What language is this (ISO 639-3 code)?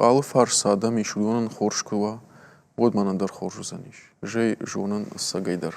oss